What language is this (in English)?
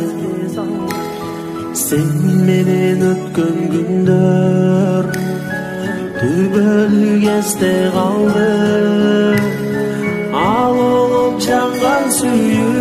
Kyrgyz